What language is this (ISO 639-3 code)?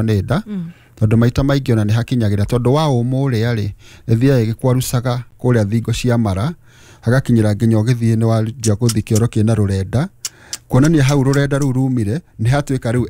kik